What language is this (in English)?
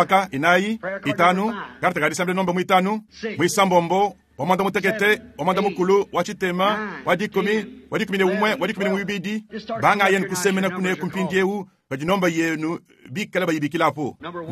Luba-Lulua